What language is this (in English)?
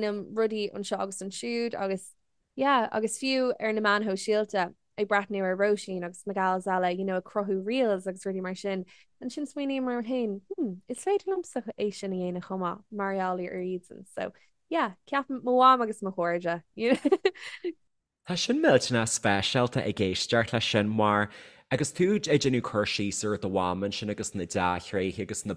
Irish